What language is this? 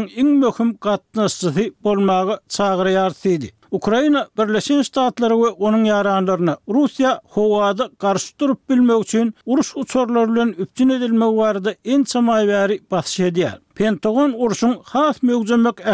Turkmen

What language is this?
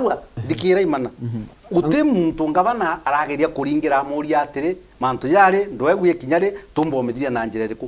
Meru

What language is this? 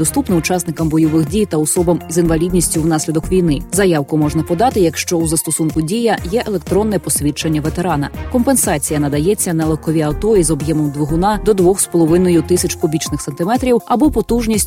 Ukrainian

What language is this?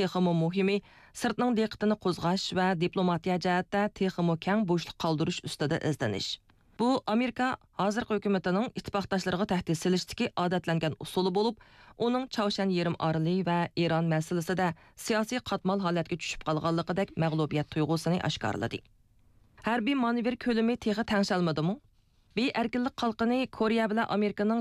Uyghur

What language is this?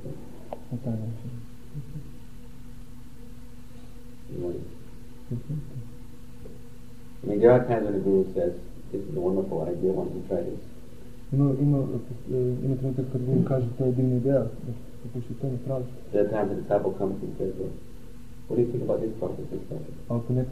Croatian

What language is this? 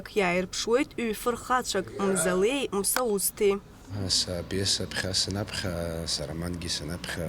Abkhazian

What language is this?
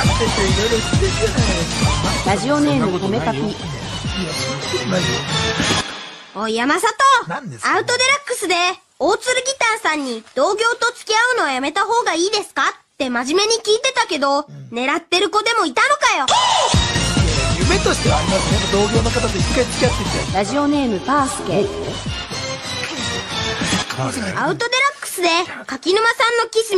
Japanese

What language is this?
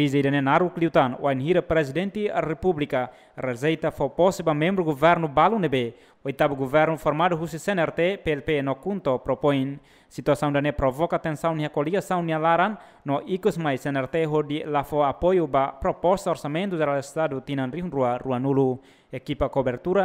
Tetum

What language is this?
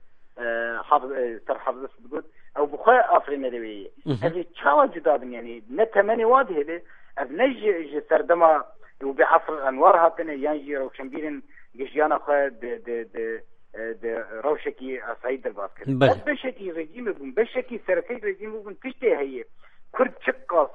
Kurdish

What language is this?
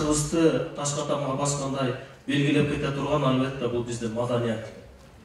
Kyrgyz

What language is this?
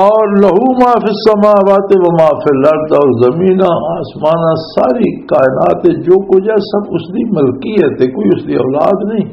Western Panjabi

